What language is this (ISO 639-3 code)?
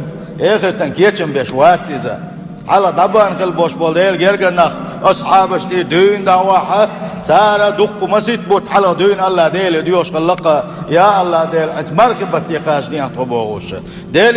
che